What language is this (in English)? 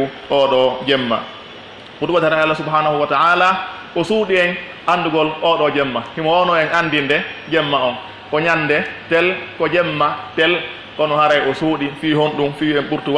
Pular